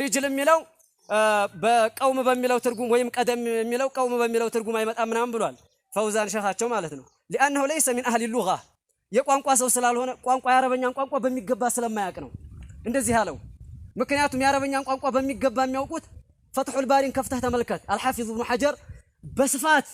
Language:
Amharic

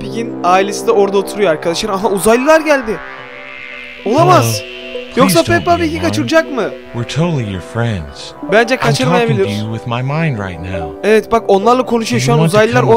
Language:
Turkish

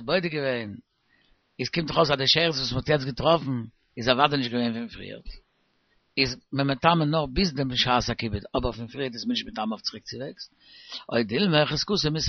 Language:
Yiddish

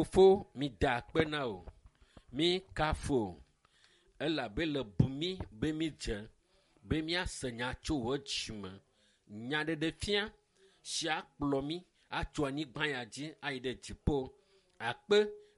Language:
Ewe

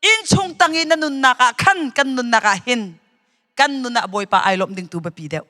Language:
Hakha Chin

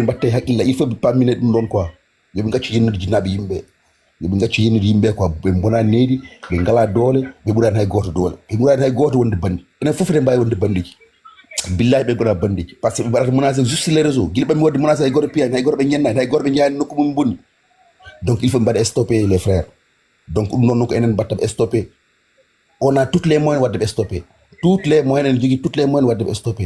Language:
Fula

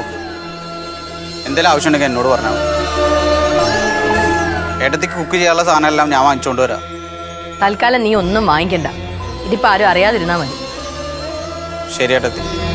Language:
Malayalam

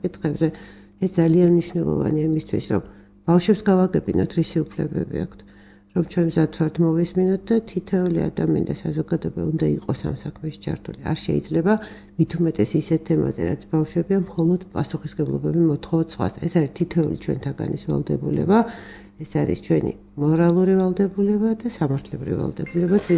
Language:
Georgian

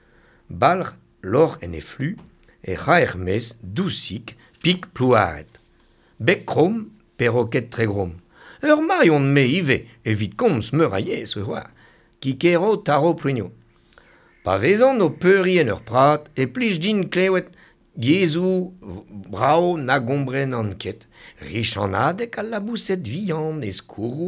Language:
Breton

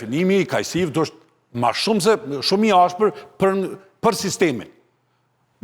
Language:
Albanian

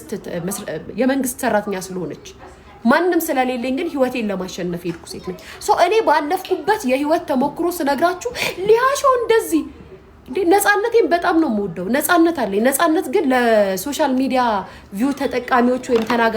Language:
Amharic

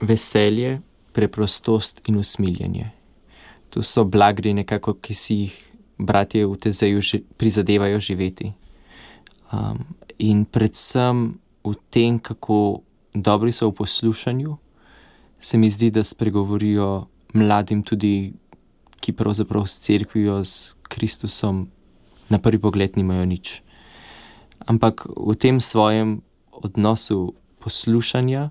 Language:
Slovenian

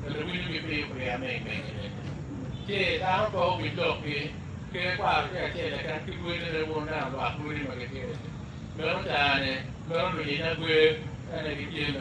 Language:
Acoli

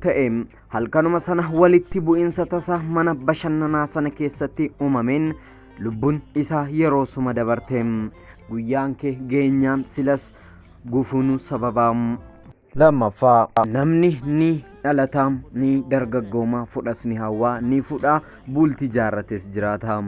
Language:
Oromo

